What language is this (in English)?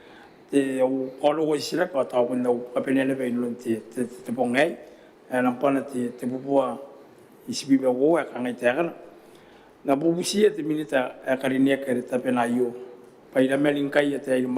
Gilbertese